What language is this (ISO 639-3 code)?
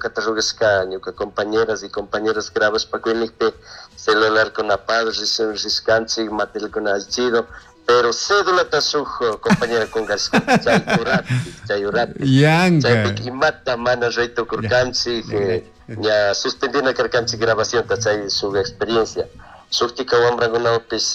qug